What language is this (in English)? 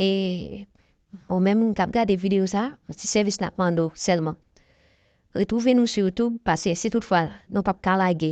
Haitian Creole